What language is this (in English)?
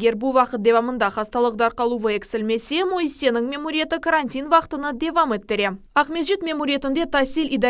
Crimean Tatar